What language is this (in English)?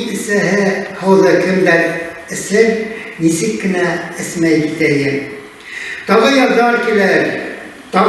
Bashkir